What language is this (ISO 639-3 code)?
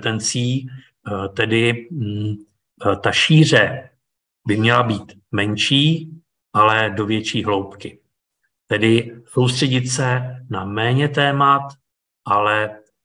ces